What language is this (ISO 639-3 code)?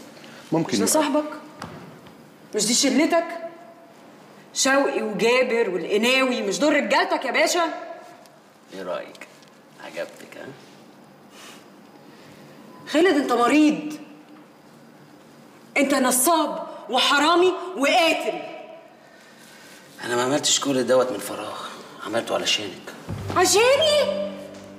arz